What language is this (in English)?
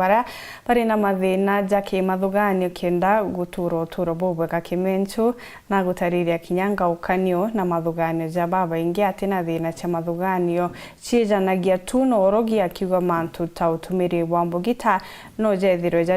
Meru